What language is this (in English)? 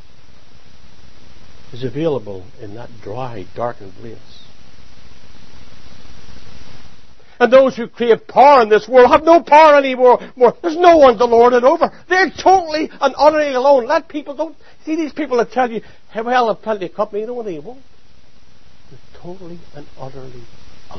English